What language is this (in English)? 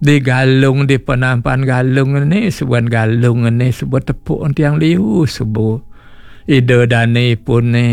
Balinese